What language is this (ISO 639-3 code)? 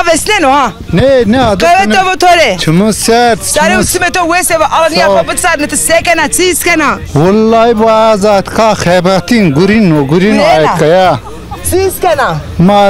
zza